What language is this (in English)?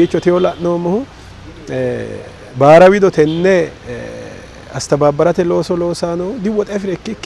Sidamo